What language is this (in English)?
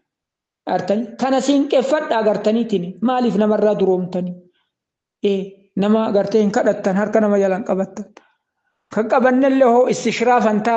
Oromo